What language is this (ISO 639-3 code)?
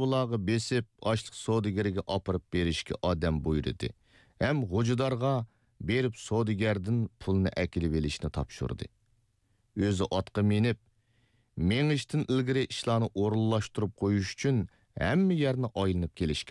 uig